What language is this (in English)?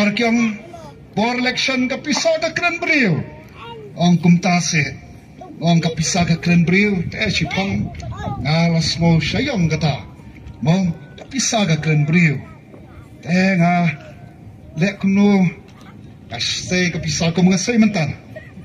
Khasi